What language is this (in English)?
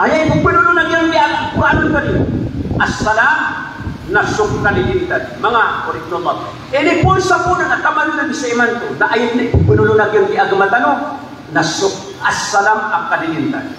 Maranao